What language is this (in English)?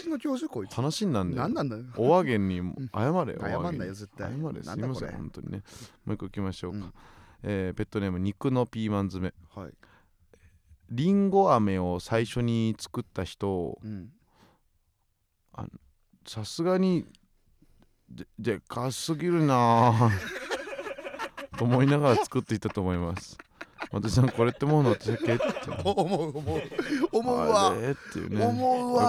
Japanese